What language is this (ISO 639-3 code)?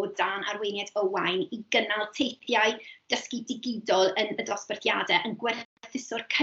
cym